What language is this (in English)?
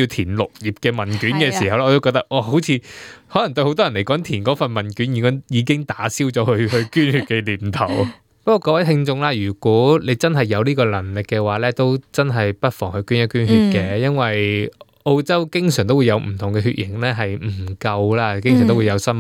Cantonese